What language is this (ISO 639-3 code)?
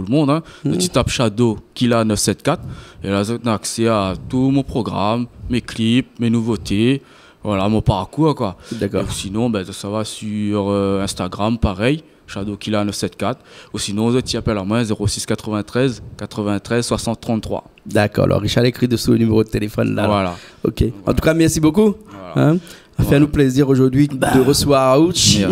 rcf